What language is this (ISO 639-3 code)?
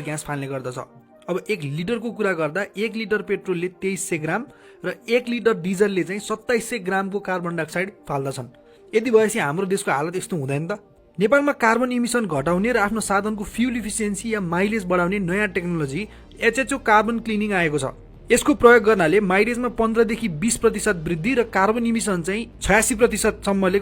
nep